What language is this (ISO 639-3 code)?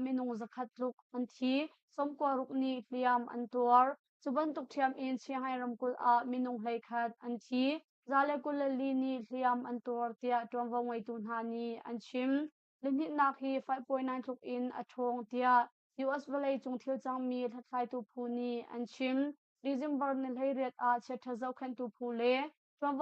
cnh